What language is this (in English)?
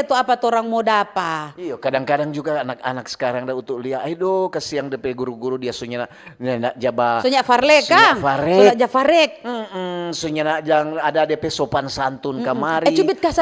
Manado Malay